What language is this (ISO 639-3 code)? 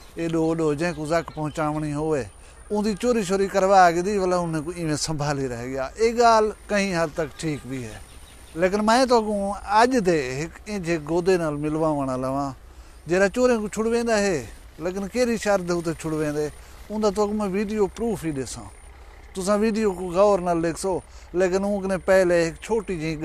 skr